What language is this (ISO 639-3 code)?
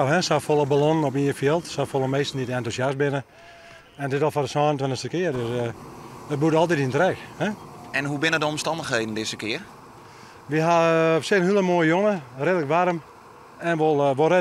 fry